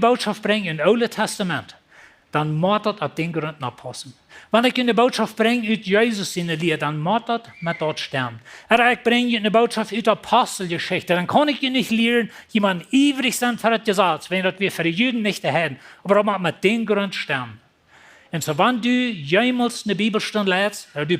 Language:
Plautdietsch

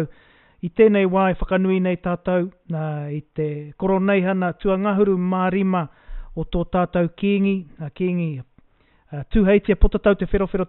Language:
Māori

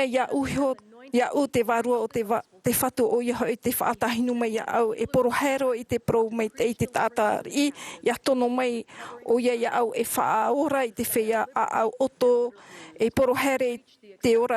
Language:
Tahitian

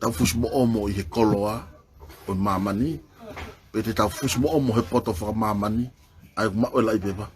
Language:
Tongan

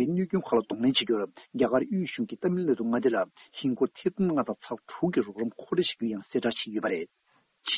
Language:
Tibetan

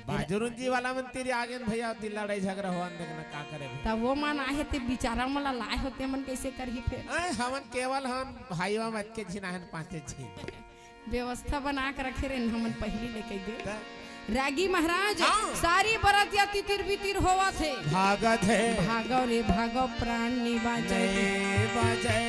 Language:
Chhattisgarhi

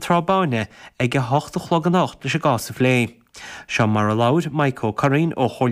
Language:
Irish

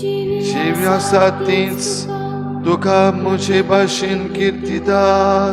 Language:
Konkani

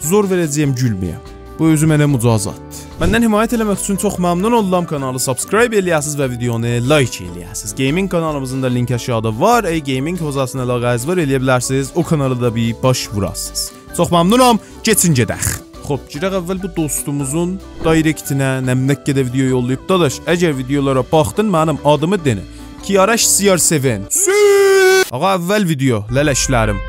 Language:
South Azerbaijani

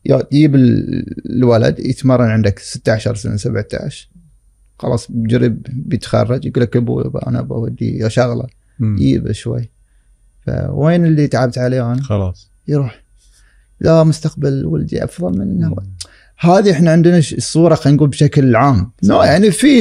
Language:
Gulf Arabic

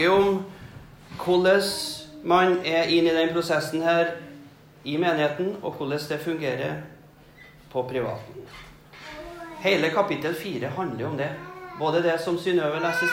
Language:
Norwegian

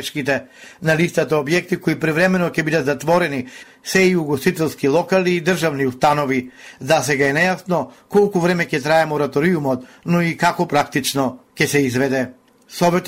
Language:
Macedonian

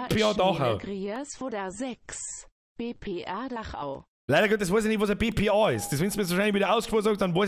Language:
Bavarian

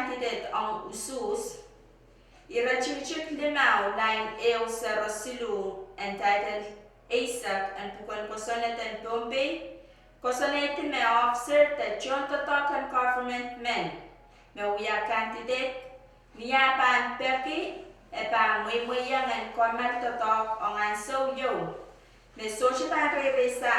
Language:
Pohnpeian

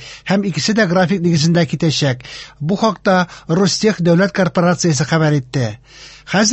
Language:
Tatar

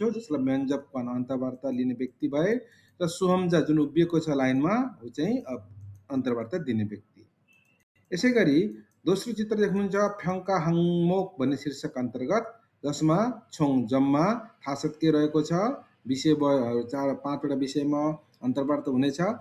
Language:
Nepali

